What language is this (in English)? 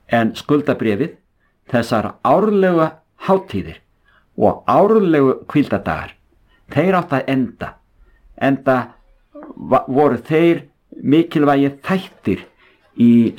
Icelandic